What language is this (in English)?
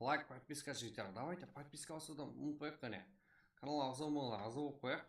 Kara-Kalpak